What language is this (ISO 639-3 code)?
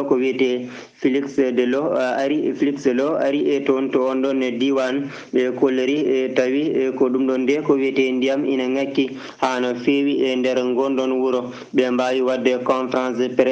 ful